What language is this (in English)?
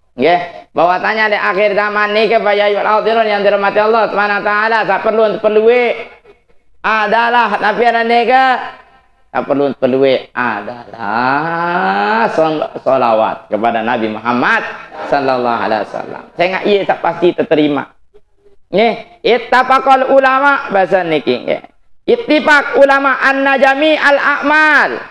Sasak